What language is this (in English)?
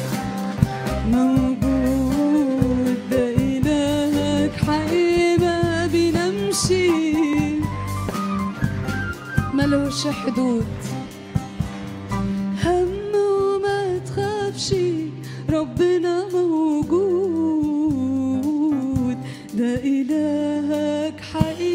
Egyptian Arabic